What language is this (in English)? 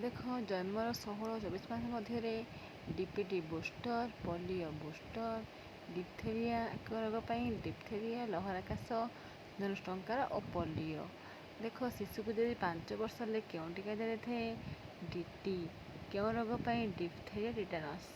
Odia